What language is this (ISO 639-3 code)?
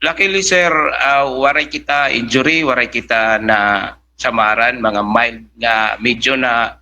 war